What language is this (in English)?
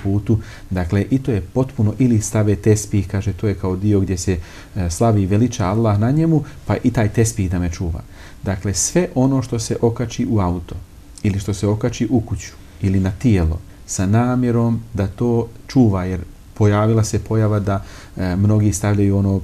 Bosnian